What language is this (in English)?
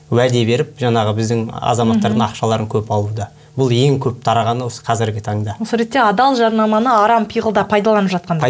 Kazakh